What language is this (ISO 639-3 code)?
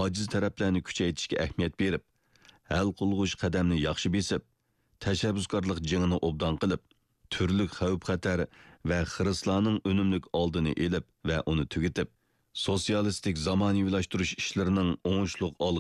uig